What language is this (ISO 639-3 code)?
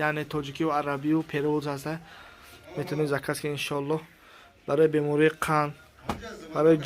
tgk